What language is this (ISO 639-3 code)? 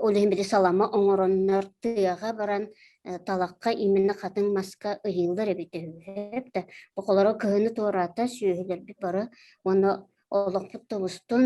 sah